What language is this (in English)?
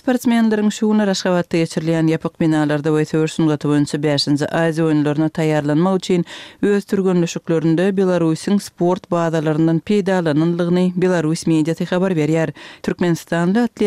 Turkmen